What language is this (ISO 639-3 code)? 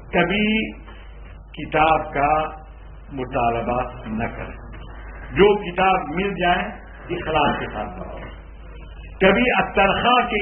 urd